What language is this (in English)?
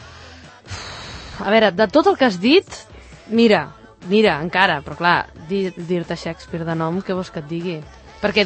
Catalan